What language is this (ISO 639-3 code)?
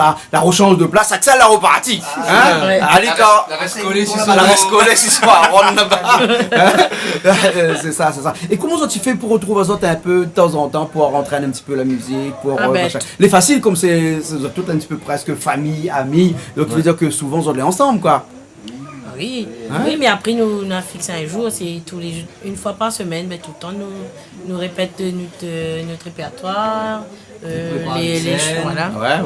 rcf